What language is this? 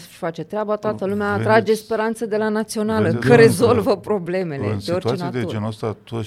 Romanian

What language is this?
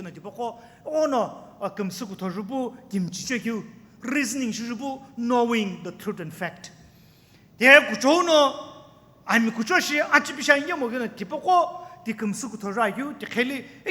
Sumi Naga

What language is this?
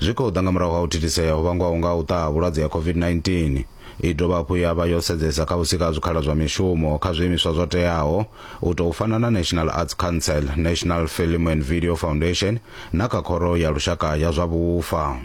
Venda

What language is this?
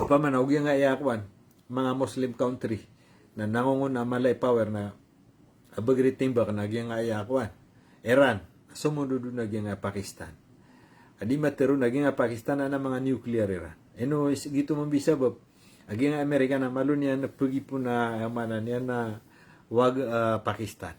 Maranao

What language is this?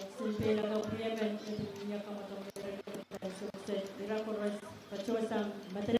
Pohnpeian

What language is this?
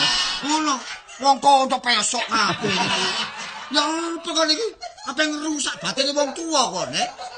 Javanese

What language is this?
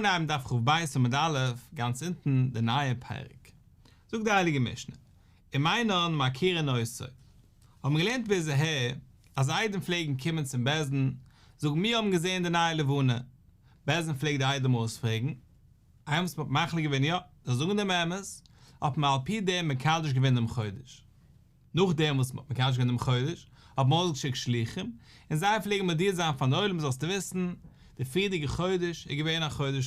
Yiddish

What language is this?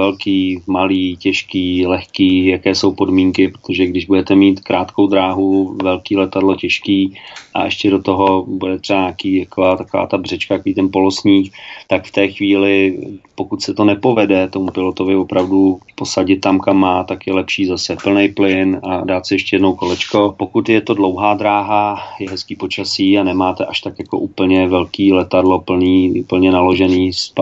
Czech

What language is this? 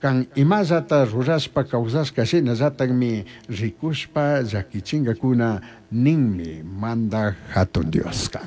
Chimborazo Highland Quichua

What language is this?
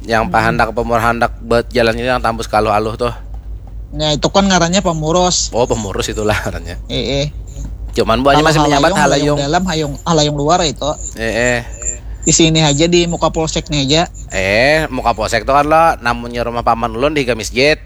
Banjar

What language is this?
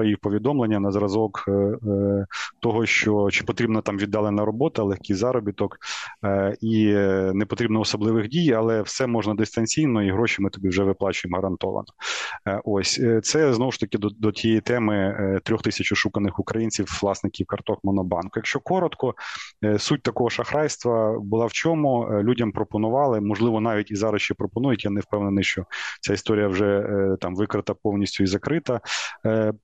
Ukrainian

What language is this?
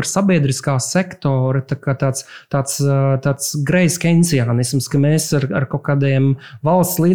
Latvian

